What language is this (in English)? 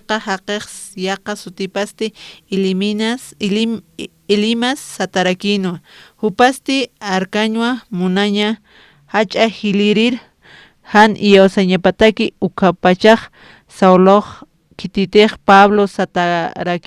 Aymara